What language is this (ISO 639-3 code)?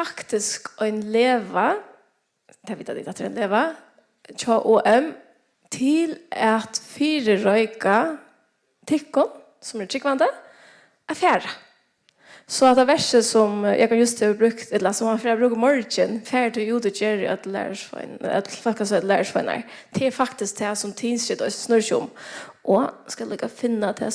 fao